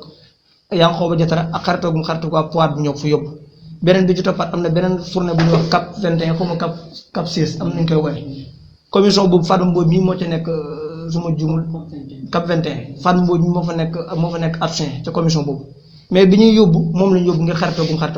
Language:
Wolof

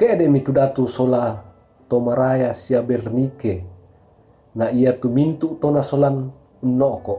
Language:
Toraja-Sa'dan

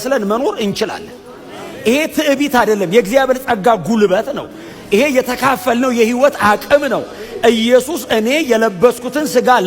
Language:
Amharic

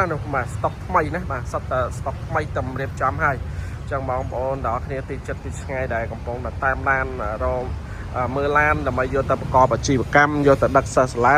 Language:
Khmer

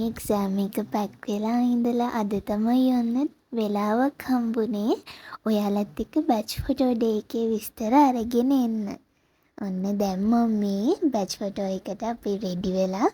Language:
Sinhala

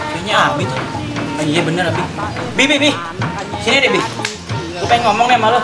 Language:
Betawi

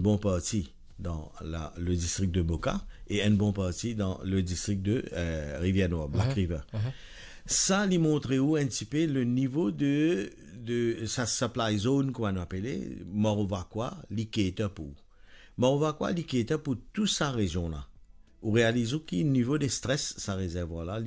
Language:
Morisyen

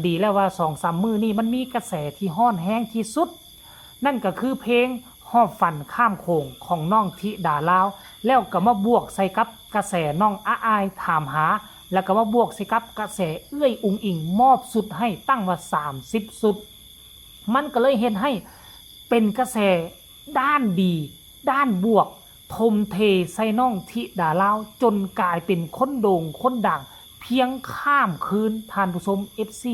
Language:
Northeastern Thai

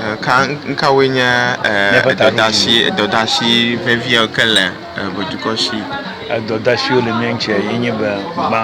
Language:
Ewe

